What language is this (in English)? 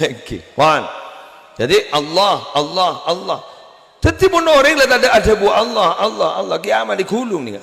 Madurese